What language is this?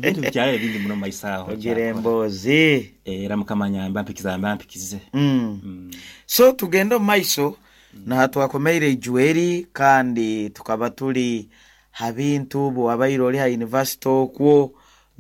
Nyoro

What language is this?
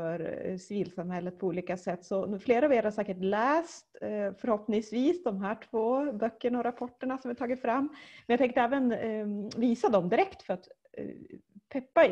Swedish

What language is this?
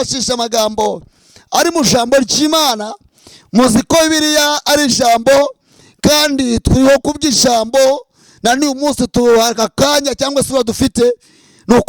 Kinyarwanda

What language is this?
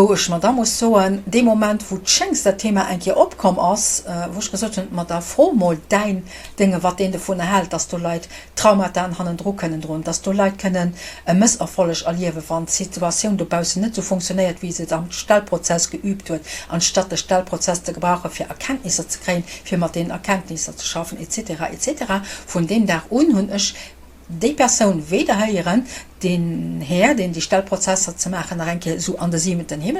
Luxembourgish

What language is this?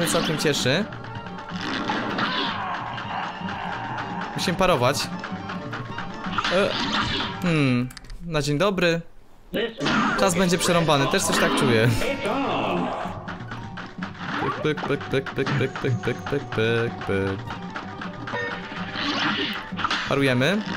Polish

